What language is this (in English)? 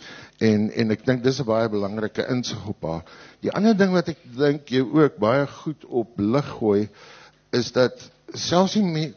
Afrikaans